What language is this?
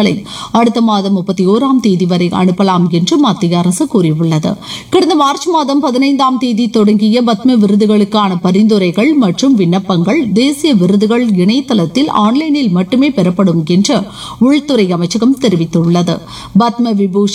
Tamil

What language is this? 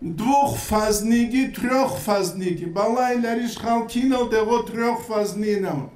Avaric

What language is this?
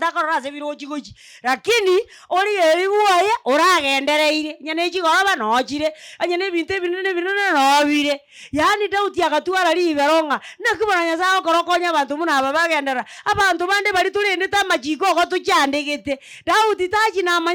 Gusii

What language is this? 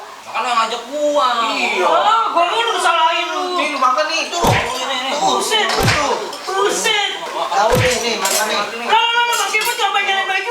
Betawi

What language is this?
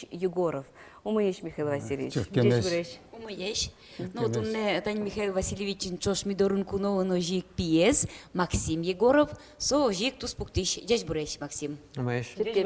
Udmurt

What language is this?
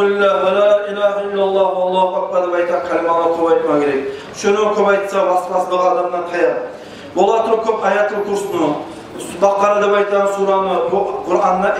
Kumyk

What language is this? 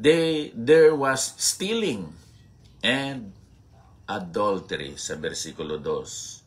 Hiligaynon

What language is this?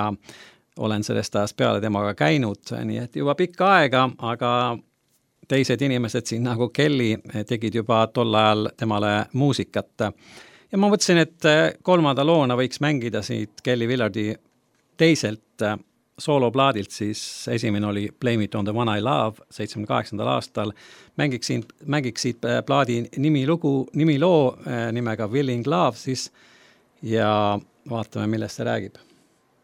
Estonian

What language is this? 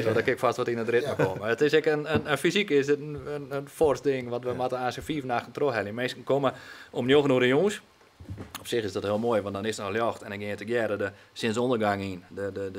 Western Frisian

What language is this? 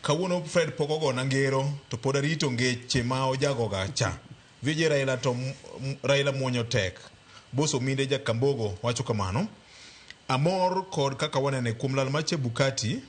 Luo (Kenya and Tanzania)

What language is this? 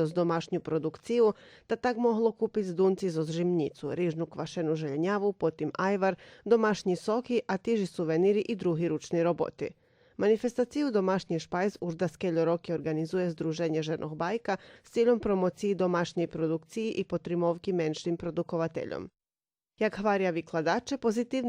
Rusyn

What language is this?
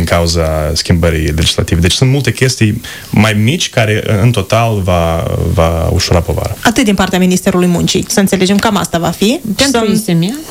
Romanian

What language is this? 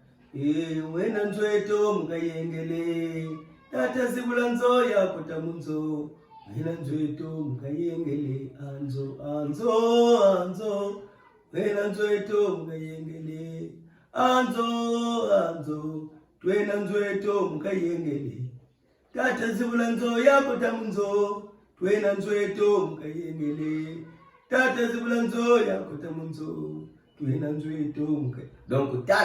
Kituba (Democratic Republic of Congo)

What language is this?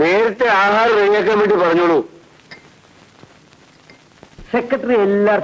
Malayalam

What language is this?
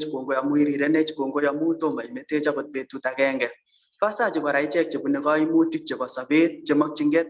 Kalenjin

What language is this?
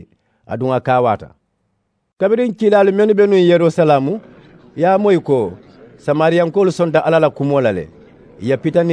Mandingo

